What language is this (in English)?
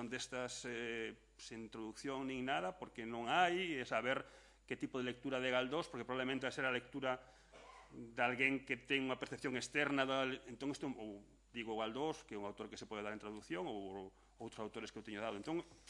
Galician